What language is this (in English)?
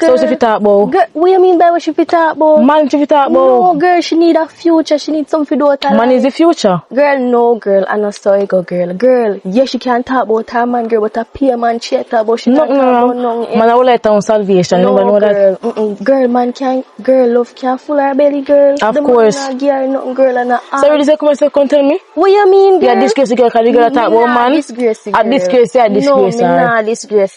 Jamaican Creole English